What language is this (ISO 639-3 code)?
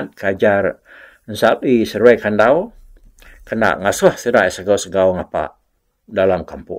iba